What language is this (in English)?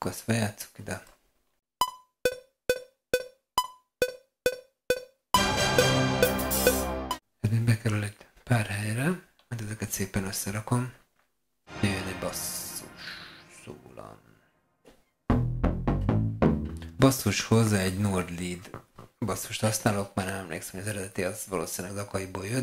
Hungarian